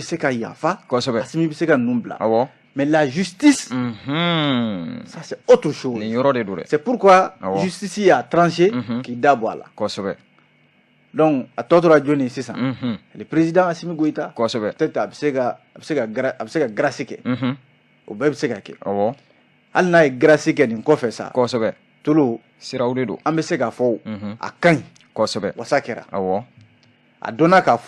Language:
Bambara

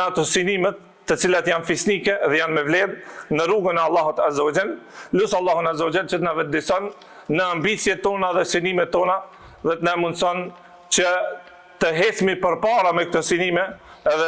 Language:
Albanian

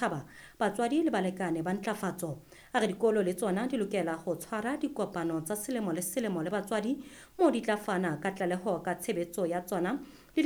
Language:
Southern Sotho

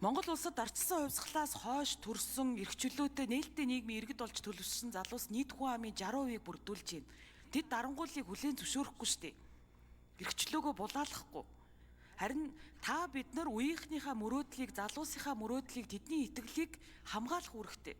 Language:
Mongolian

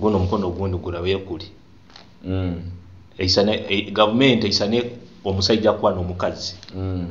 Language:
Nyoro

